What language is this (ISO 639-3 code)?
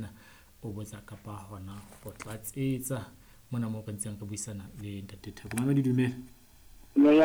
sot